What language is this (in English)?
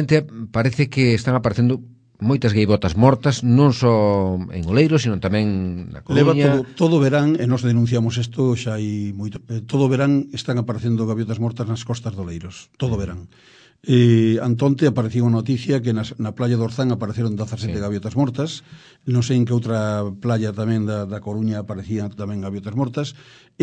Galician